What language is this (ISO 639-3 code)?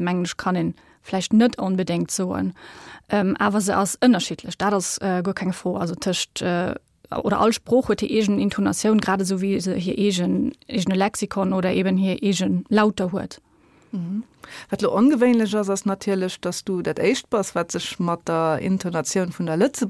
ltz